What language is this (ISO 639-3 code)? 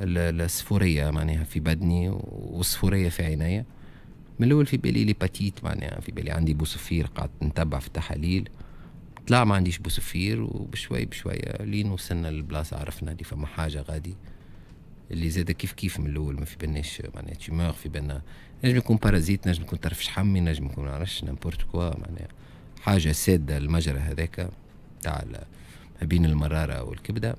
aeb